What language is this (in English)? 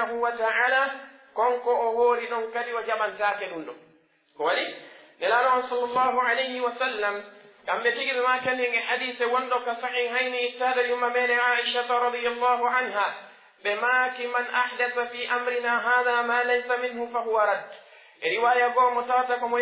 Pular